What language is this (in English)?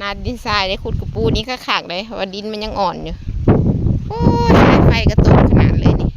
Northeastern Thai